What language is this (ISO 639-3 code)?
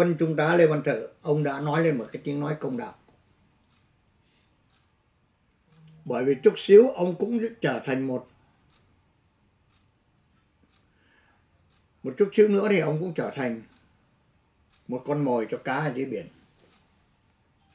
vie